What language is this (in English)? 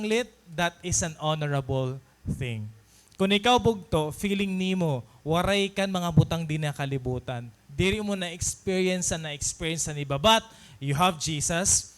Waray